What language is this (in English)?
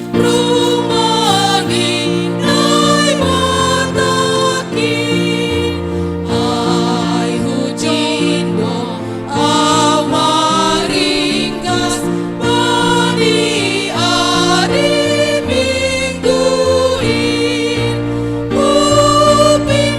Batak Simalungun